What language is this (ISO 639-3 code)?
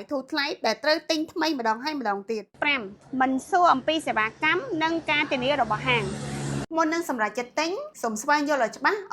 khm